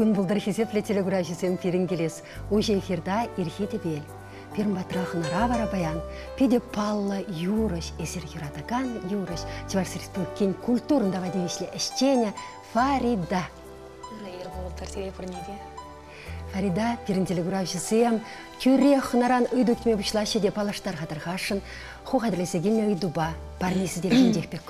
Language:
Chuvash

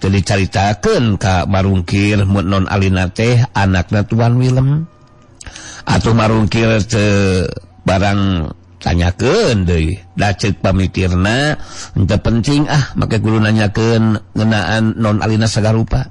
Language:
Sundanese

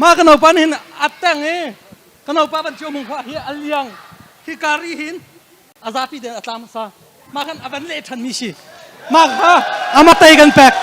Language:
Hakha Chin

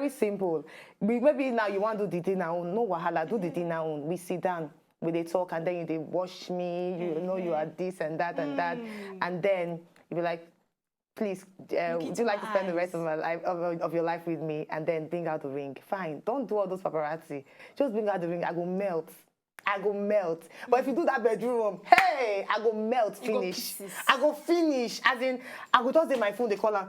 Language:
Nigerian Pidgin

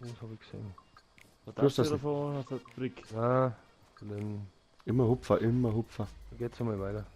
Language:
Bavarian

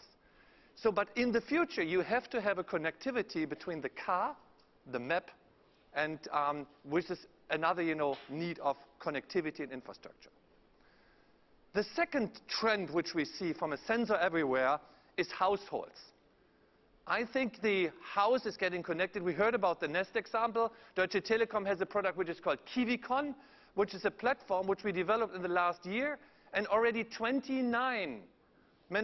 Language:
English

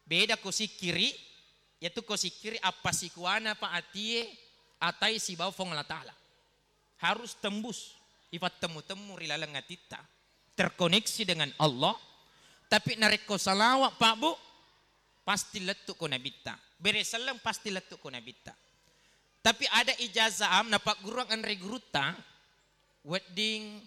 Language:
Buginese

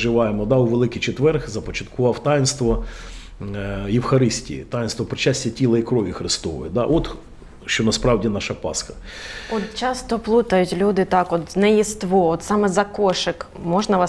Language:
Ukrainian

